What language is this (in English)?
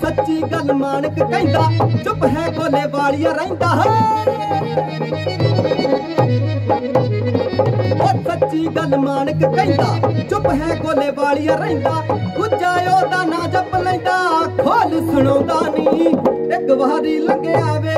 Punjabi